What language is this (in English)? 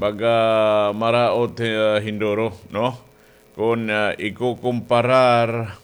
Waray